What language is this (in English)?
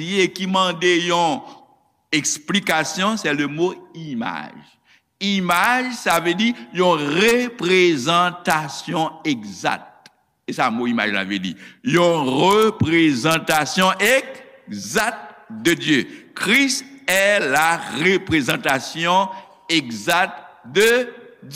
Haitian Creole